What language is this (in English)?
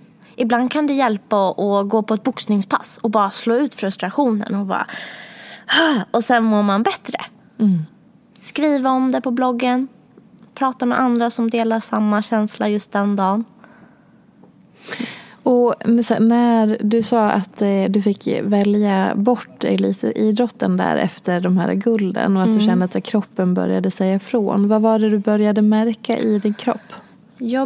Swedish